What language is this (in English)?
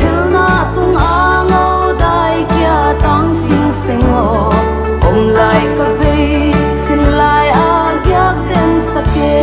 Paite Chin